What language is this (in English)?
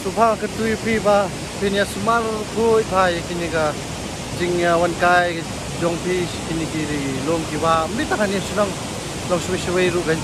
Khasi